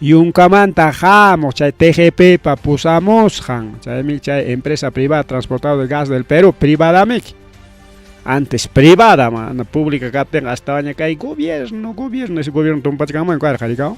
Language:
Ayacucho Quechua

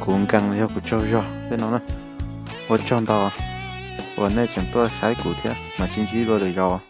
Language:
Hmong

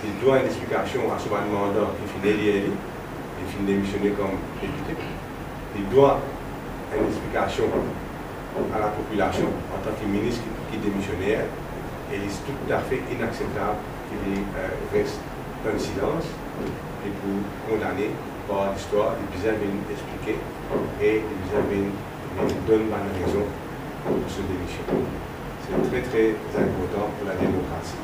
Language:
Morisyen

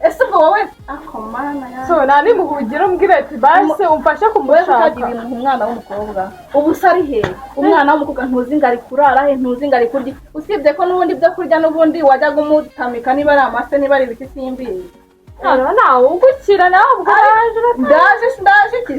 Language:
Kinyarwanda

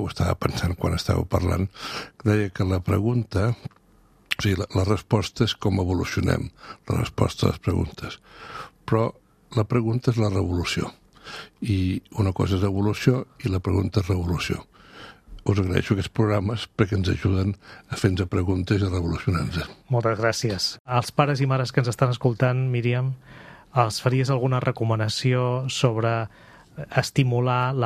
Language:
Catalan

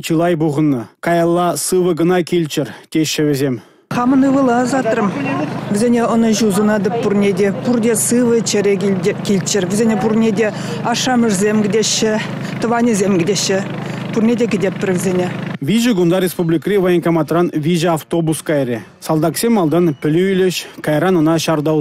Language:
Chuvash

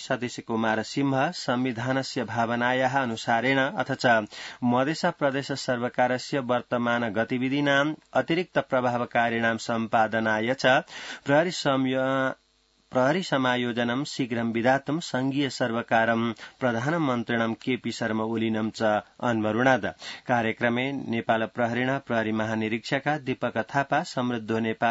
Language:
Sanskrit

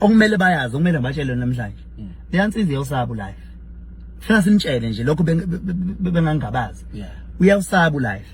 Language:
Zulu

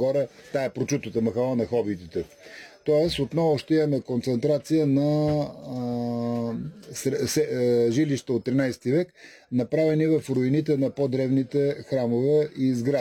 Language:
Bulgarian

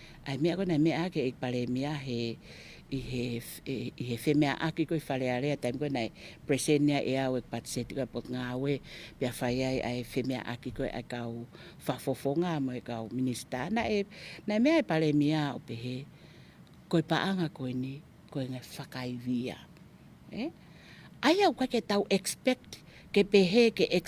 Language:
Tongan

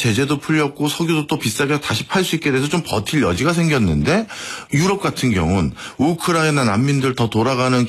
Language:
Korean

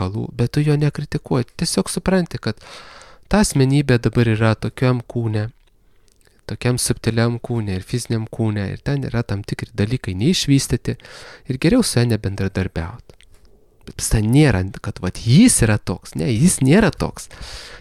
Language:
Lithuanian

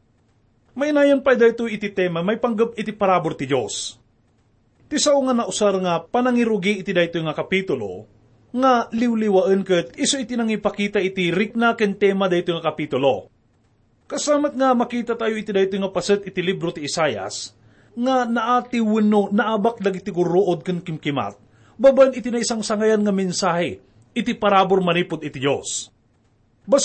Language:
Iloko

